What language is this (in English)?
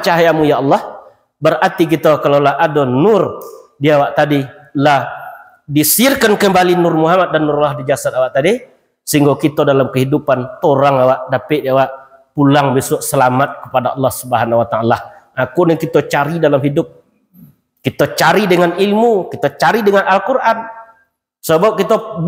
Minangkabau